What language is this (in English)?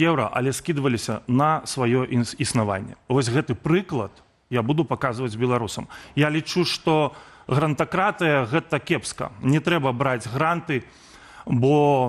Belarusian